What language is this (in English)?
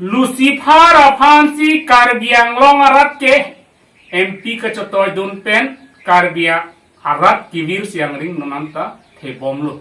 Karbi